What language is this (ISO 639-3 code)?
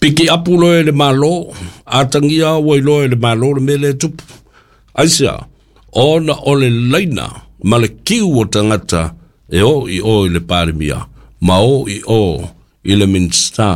smo